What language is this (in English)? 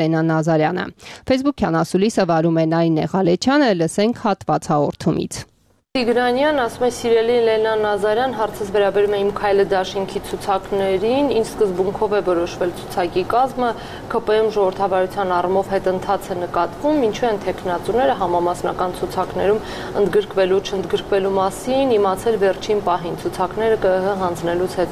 Armenian